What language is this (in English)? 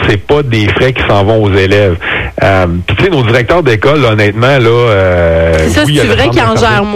French